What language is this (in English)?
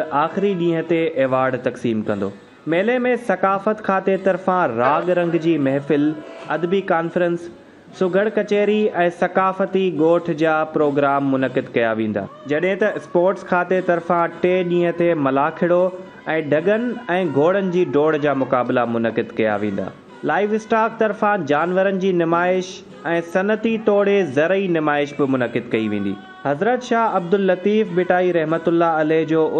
Sindhi